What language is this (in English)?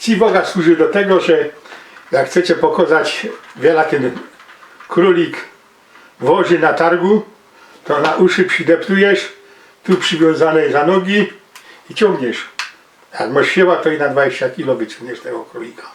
Silesian